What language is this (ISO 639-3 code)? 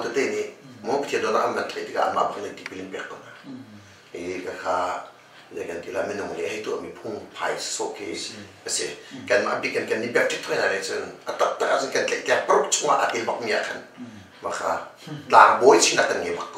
cnh